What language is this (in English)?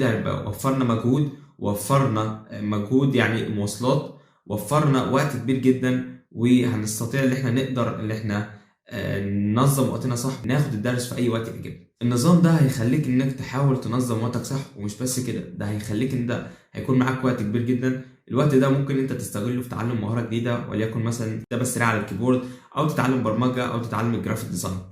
Egyptian Arabic